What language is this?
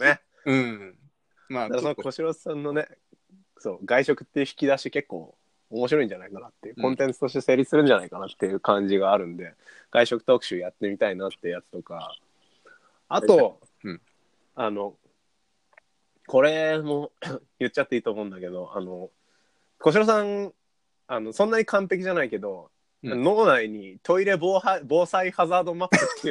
Japanese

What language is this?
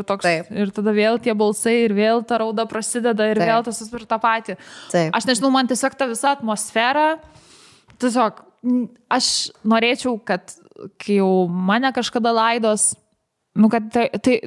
Lithuanian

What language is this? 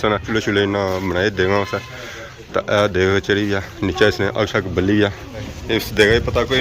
Pahari-Potwari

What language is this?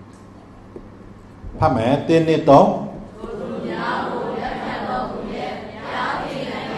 Burmese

